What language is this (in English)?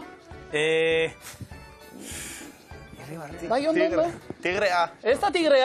Basque